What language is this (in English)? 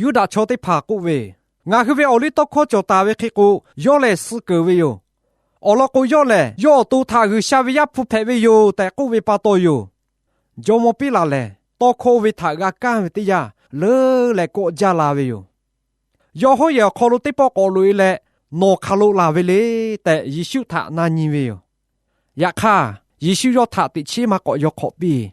Lahu